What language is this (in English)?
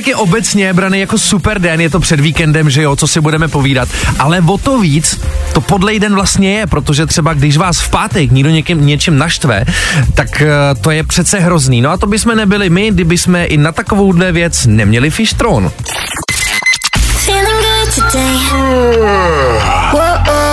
Czech